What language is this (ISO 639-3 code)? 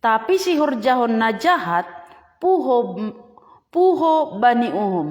bts